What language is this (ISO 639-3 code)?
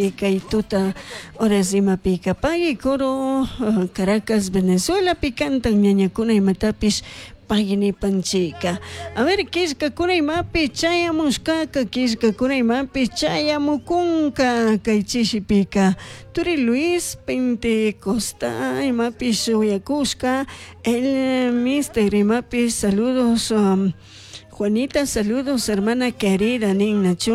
qug